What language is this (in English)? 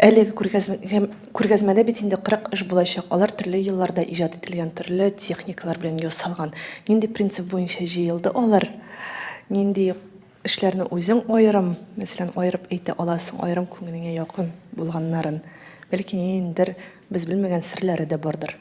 Tatar